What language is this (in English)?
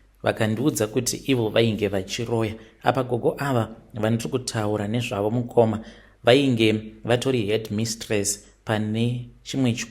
Shona